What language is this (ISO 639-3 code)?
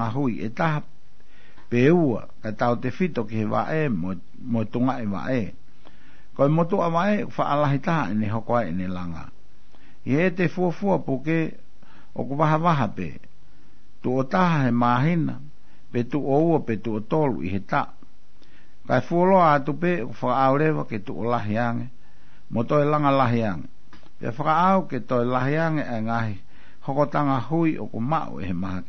ton